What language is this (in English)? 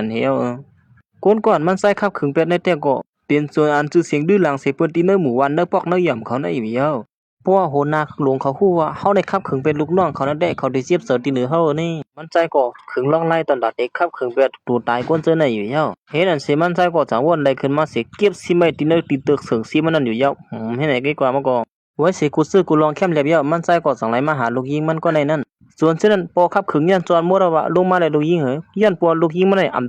Shan